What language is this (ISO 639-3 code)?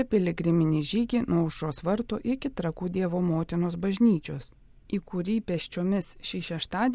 lit